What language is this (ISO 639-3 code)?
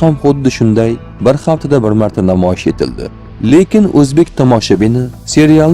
uzb